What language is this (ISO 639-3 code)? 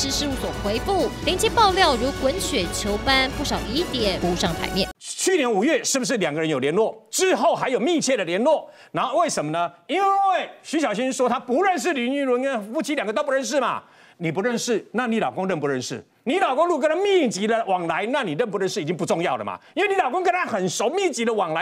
zho